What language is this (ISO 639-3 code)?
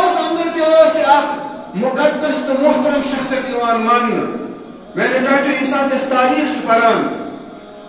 kas